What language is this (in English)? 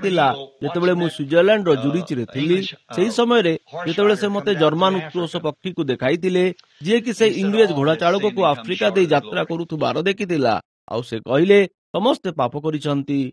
Odia